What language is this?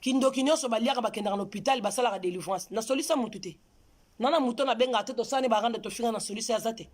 Lingala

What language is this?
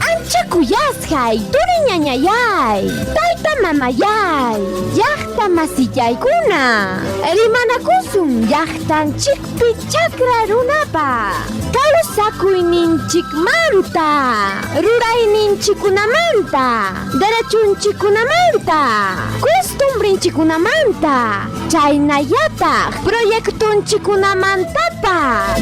Ayacucho Quechua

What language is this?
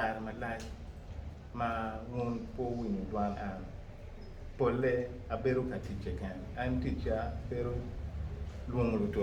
Acoli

